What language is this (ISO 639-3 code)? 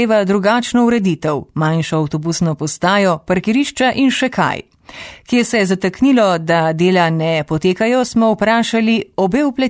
slv